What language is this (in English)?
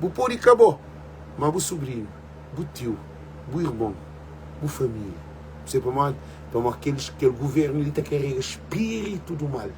Kabuverdianu